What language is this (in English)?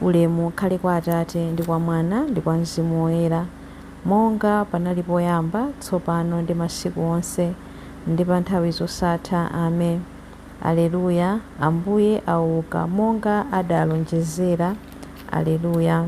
Nyanja